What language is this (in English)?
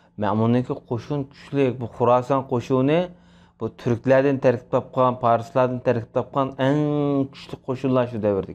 Uyghur